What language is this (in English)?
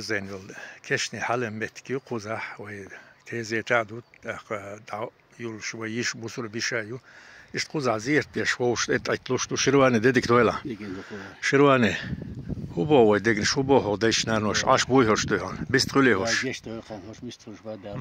Chechen